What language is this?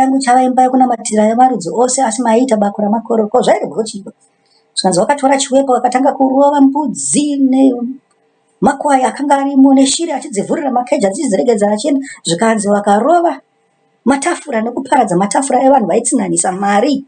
Shona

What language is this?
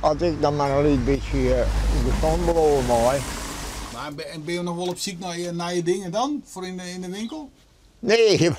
Western Frisian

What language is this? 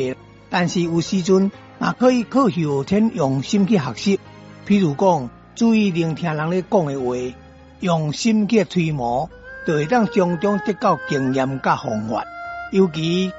Min Nan Chinese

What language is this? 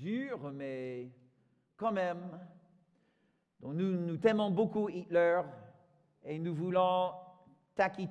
French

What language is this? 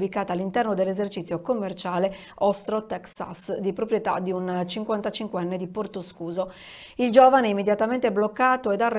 Italian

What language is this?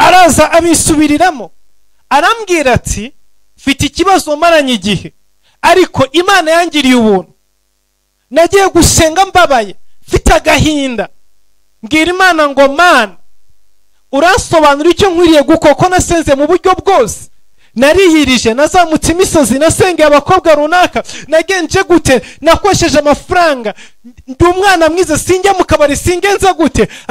Kinyarwanda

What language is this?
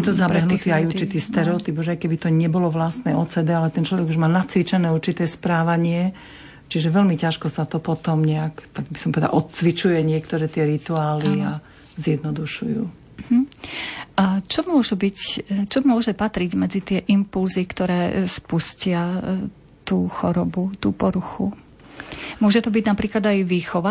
Slovak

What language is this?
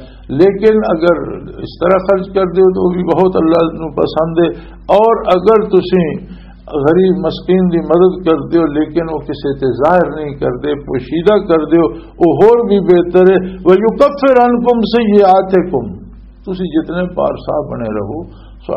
Western Panjabi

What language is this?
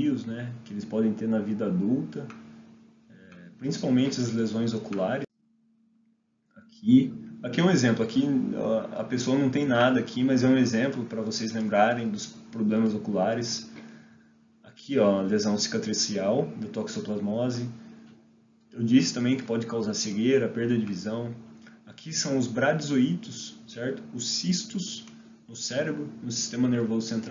Portuguese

